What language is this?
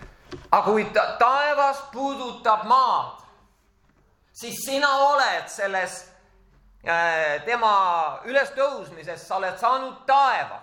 Estonian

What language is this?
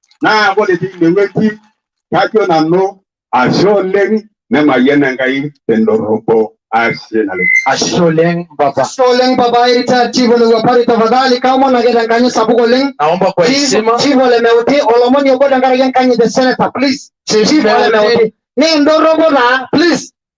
Masai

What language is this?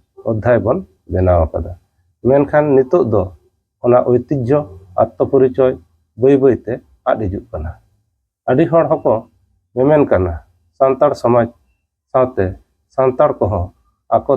Santali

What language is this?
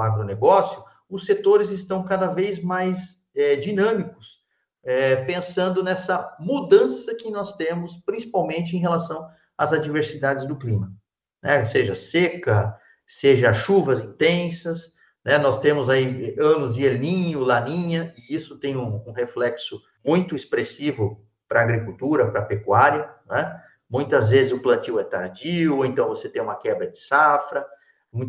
Portuguese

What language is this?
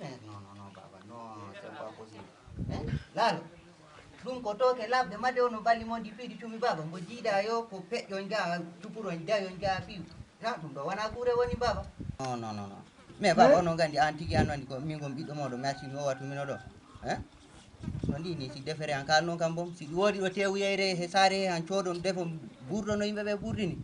Fula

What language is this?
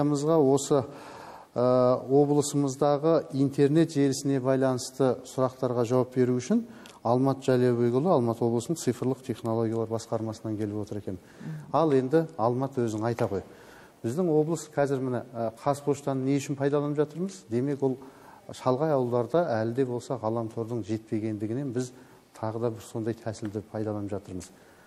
Kazakh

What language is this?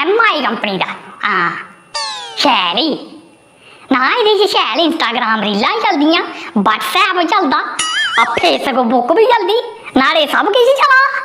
Dogri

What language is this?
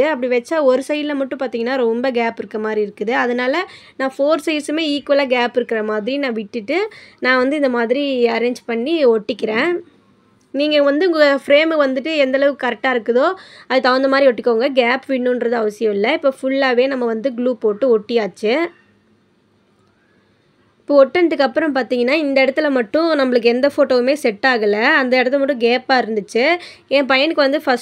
Tamil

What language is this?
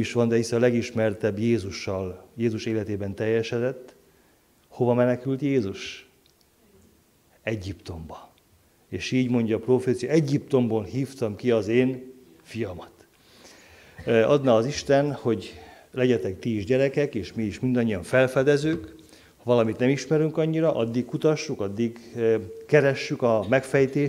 Hungarian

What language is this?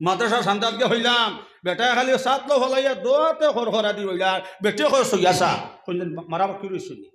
Sylheti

